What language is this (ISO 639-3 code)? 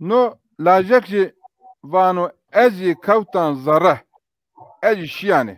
zza